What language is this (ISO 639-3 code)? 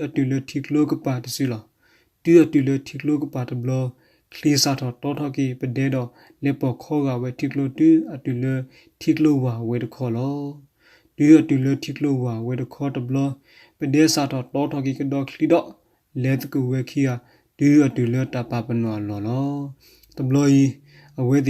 ksw